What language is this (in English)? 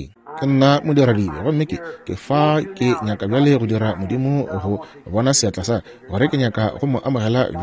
Northern Sotho